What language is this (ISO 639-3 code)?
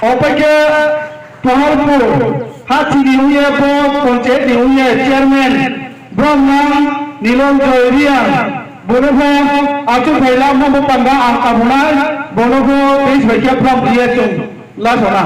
ria